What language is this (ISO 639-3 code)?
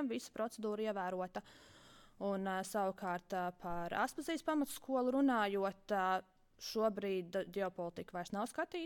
lav